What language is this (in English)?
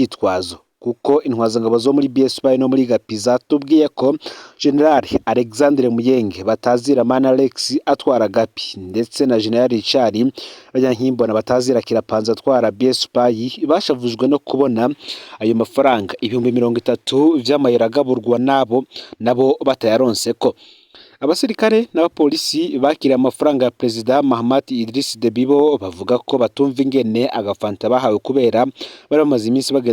Rundi